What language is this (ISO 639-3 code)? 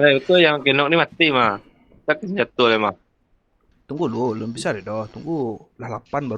min